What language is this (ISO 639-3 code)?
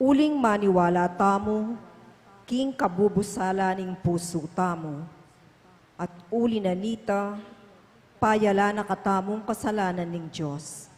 pam